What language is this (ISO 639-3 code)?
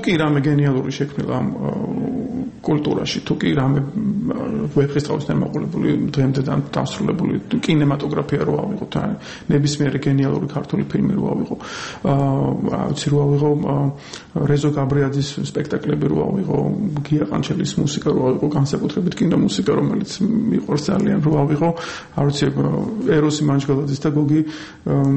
kat